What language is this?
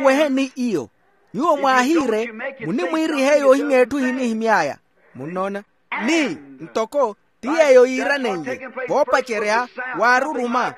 Makhuwa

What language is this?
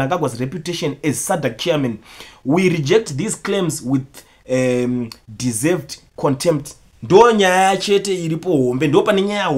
Shona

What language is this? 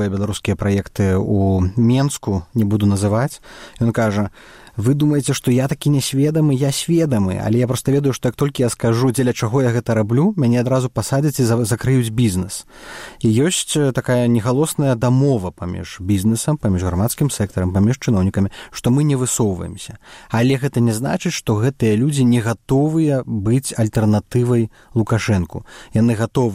Belarusian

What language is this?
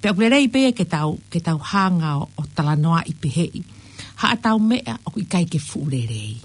Tongan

